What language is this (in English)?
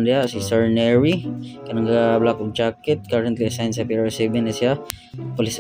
Cebuano